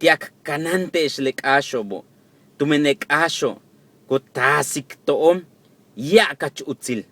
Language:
Yucateco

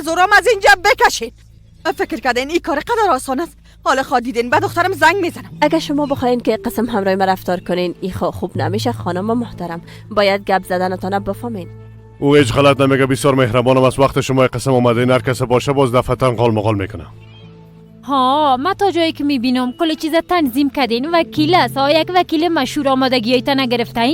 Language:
Persian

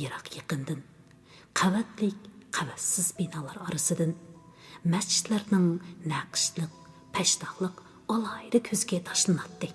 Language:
Uyghur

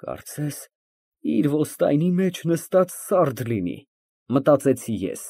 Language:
Armenian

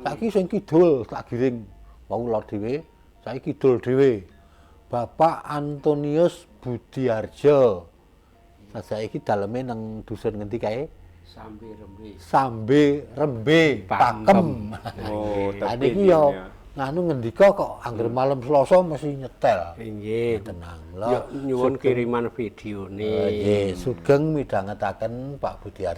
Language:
Javanese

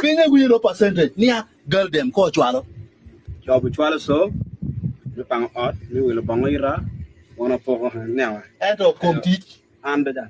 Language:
Acoli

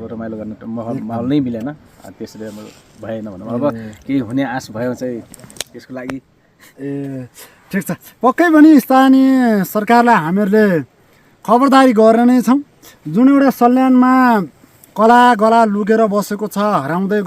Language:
Nepali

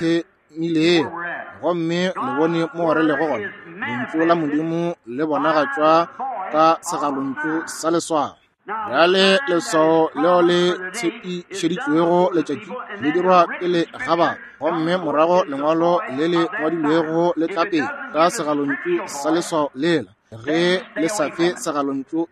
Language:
Northern Sotho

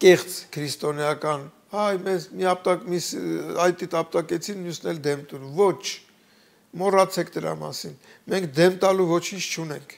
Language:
Armenian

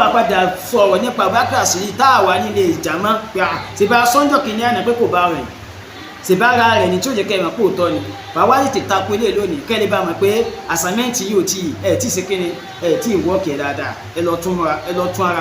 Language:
Yoruba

